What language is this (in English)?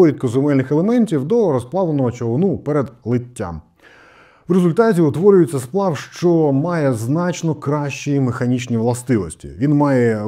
Ukrainian